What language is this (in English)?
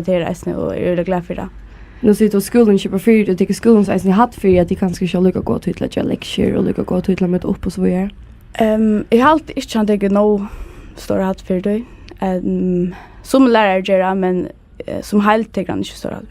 Faroese